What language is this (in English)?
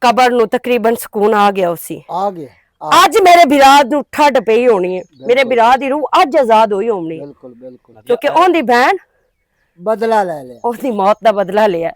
Western Panjabi